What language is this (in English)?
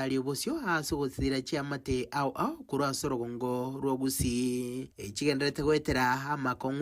Gusii